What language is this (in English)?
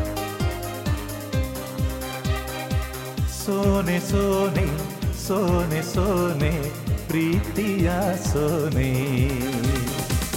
Kannada